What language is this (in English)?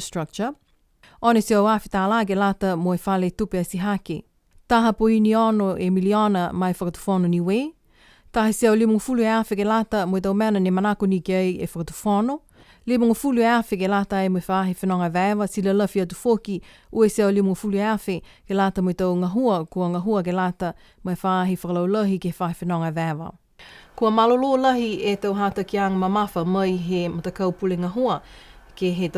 Niuean